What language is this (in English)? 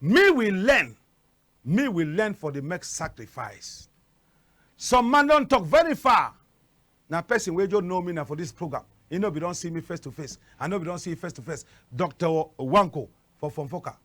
Cameroon Pidgin